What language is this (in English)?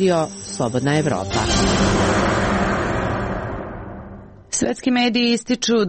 Serbian